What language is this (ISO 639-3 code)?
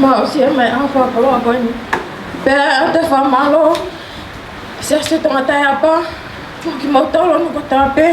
ton